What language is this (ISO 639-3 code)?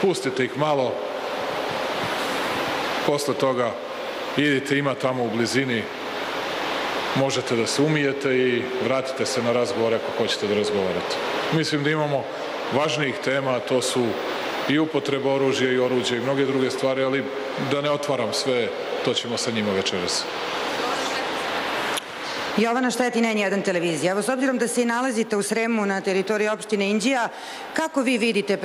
srp